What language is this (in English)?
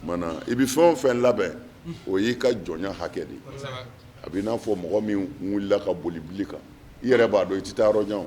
Bambara